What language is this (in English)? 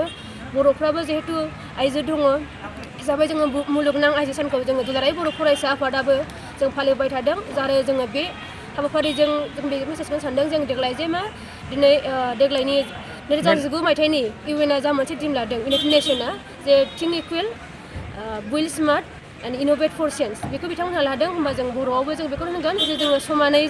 Bodo